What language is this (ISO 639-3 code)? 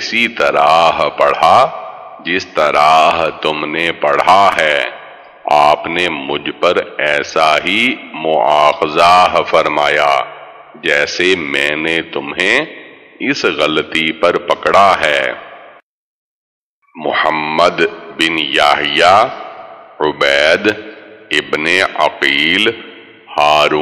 urd